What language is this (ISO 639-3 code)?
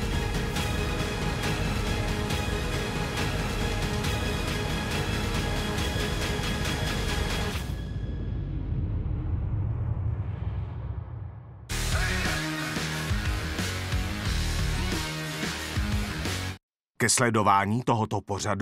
ces